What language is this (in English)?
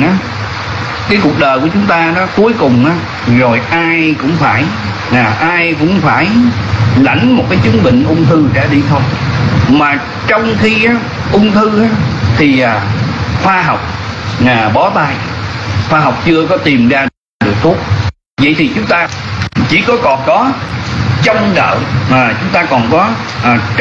Vietnamese